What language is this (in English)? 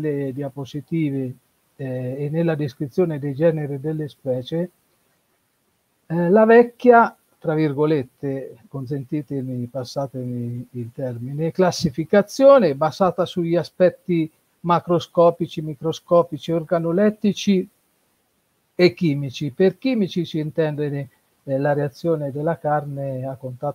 Italian